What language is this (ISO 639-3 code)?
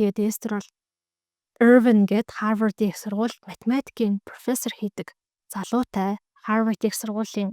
mon